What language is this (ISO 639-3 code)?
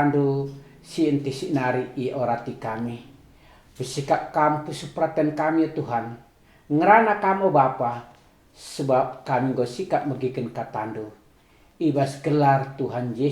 btx